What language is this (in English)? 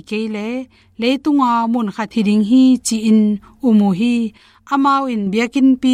Tedim Chin